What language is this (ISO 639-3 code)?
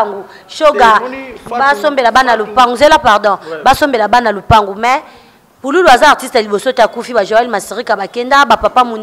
lin